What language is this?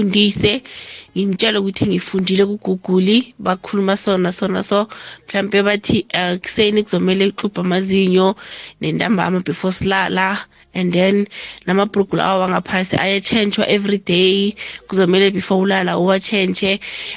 South Ndebele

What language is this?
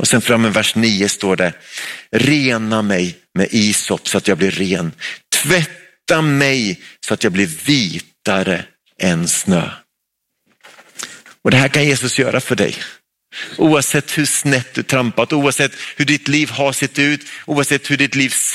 Swedish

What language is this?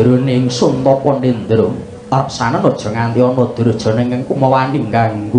Javanese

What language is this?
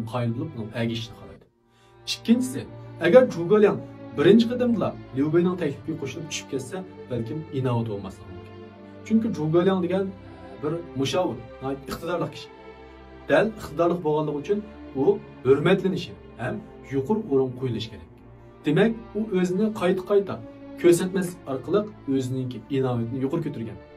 Uyghur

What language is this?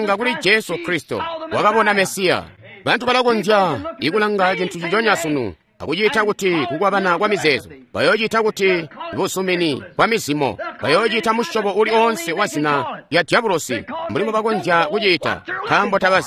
Tonga (Zambia)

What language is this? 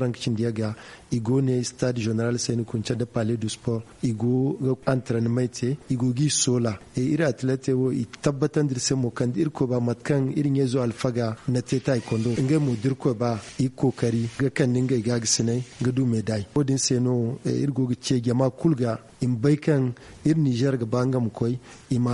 Zarma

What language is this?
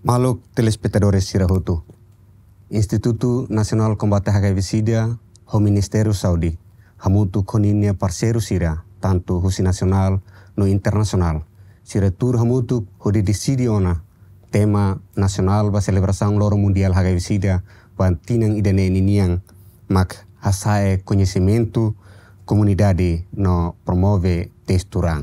Tetum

